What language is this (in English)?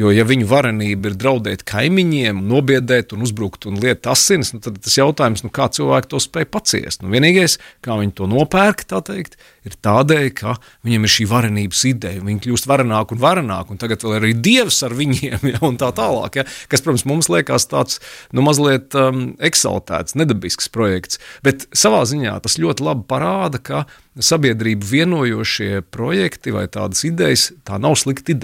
Latvian